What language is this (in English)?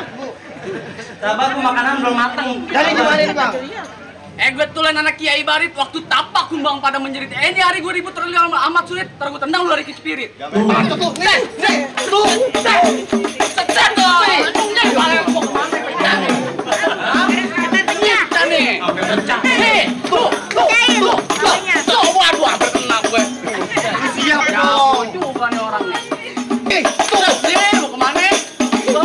Betawi